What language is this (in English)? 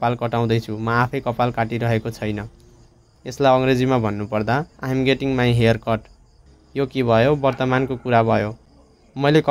Nepali